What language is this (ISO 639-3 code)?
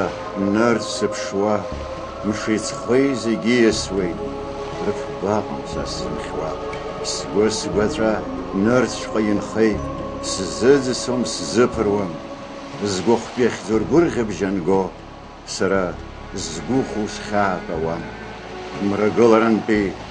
abk